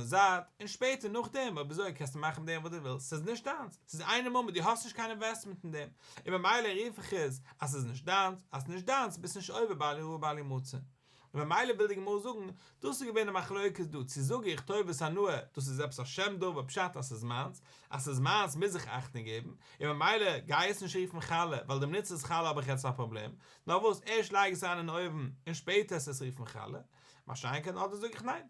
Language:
Yiddish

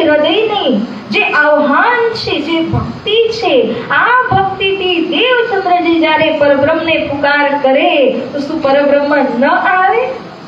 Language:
Gujarati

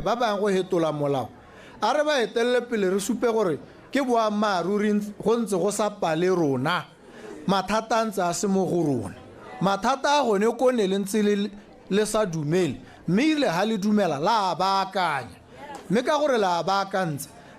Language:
Tswana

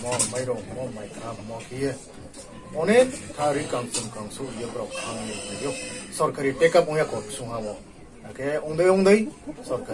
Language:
Riang (India)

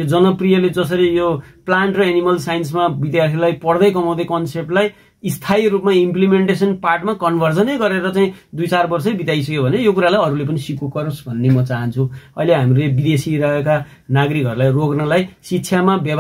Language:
Nepali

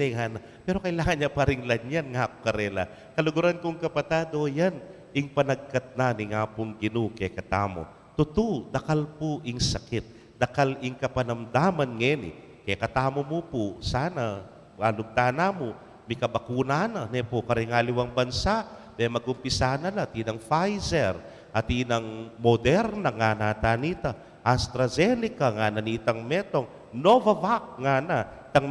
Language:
Pampanga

